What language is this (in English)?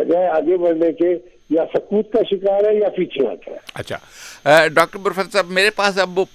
Urdu